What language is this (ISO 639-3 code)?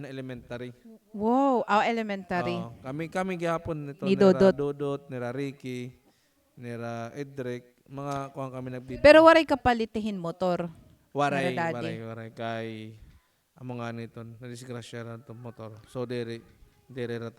war